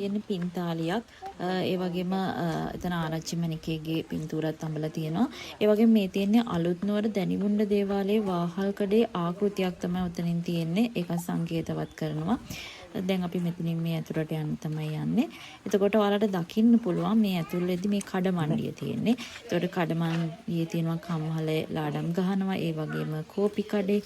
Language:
Sinhala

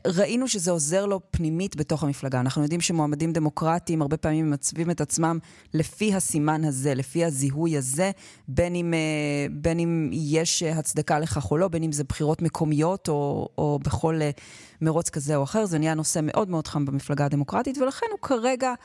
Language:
Hebrew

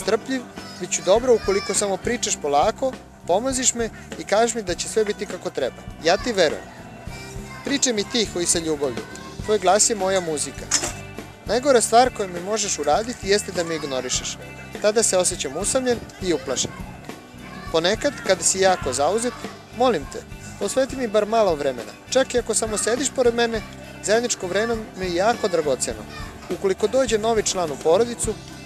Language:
Serbian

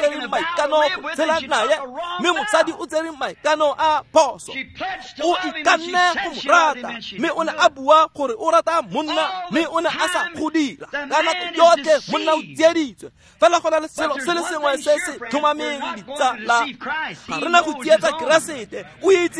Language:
Tswana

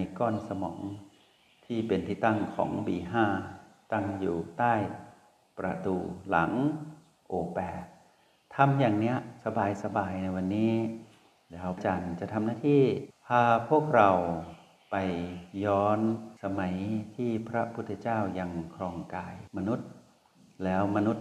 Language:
Thai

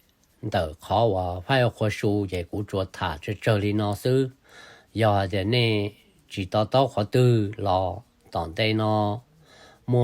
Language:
Hmong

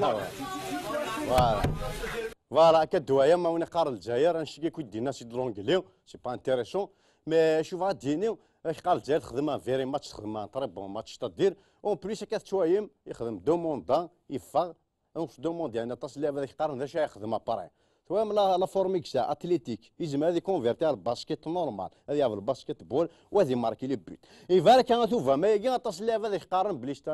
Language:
Kabyle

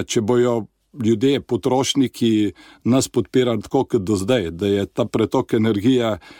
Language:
Slovenian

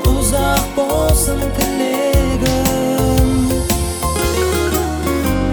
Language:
Kazakh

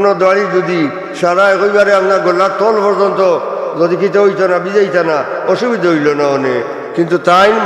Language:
Sylheti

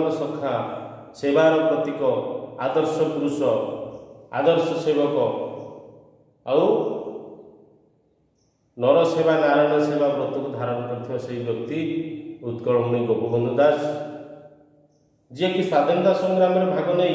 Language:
Odia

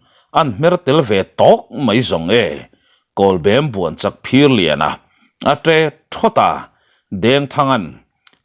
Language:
Mizo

